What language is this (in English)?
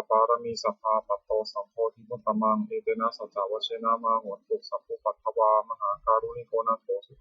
Pali